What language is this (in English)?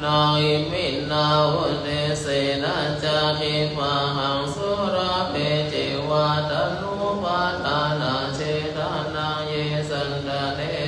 Pali